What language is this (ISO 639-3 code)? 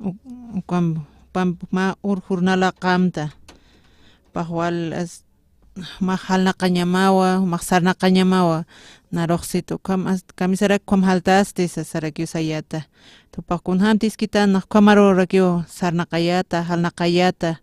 aym